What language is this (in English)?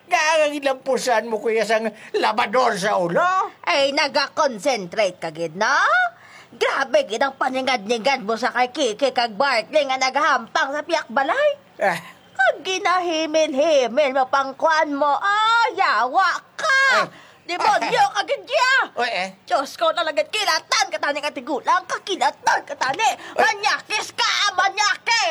Hiligaynon